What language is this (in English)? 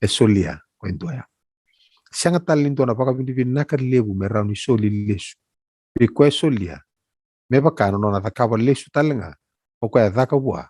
Fijian